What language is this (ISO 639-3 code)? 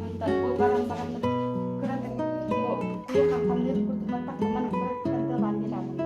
sah